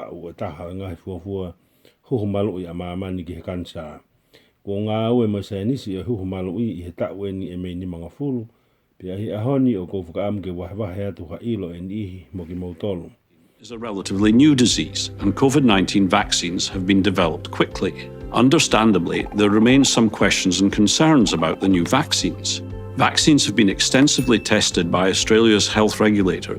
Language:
Tongan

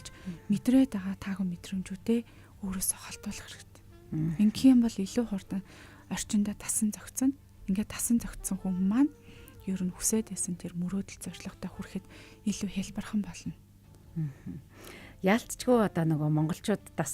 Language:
Mongolian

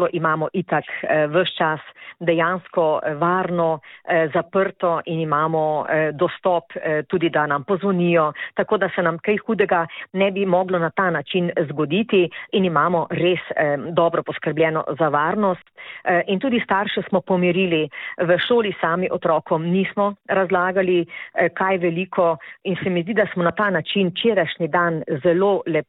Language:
Slovenian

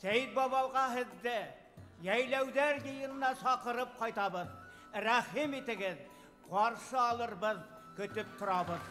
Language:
Bashkir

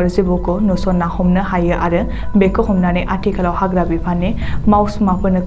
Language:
Bodo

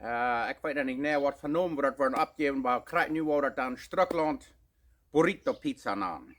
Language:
Plautdietsch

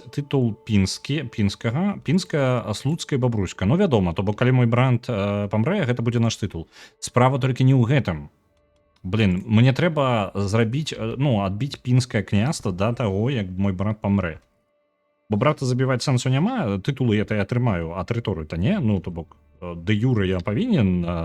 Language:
Belarusian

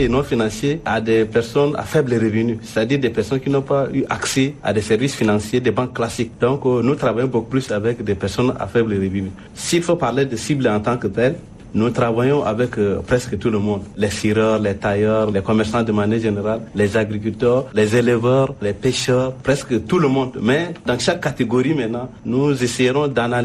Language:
French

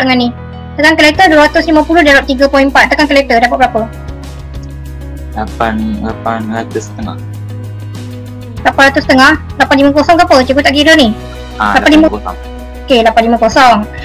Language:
Malay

